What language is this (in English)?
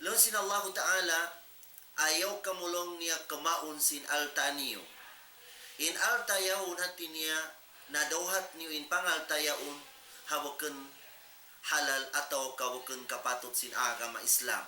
Tausug